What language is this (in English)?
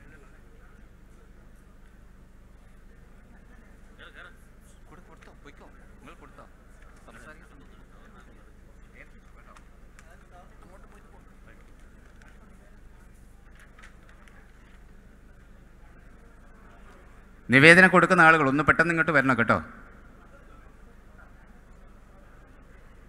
Malayalam